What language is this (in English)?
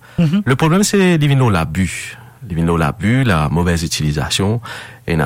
Morisyen